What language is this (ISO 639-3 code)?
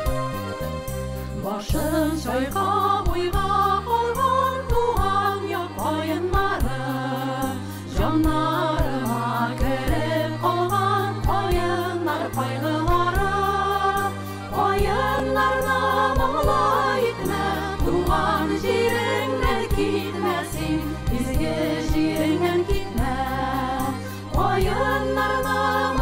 kaz